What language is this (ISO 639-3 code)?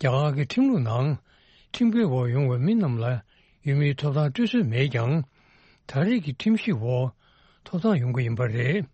bod